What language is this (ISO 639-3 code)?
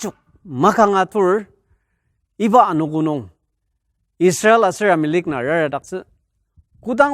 njo